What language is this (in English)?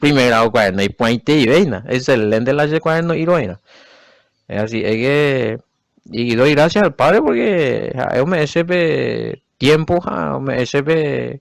Guarani